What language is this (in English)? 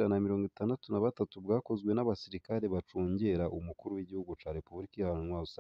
Rundi